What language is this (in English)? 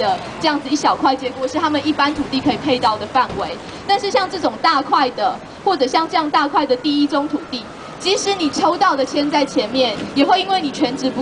Chinese